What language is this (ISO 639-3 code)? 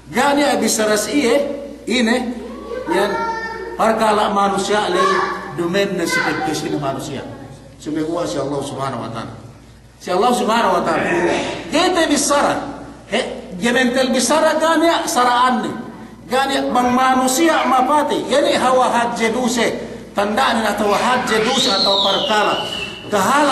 yka